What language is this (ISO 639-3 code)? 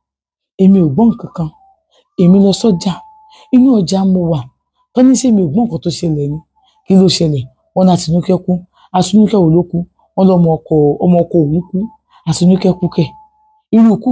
yor